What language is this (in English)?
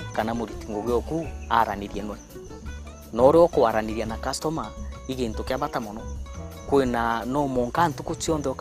Meru